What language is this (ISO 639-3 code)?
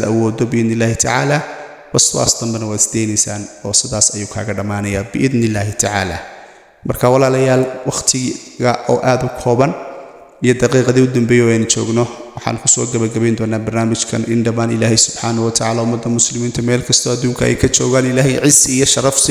som